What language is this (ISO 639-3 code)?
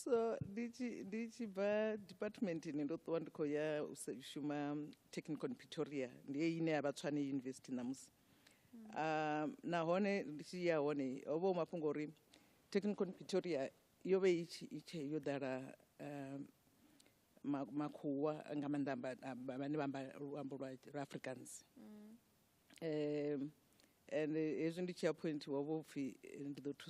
ven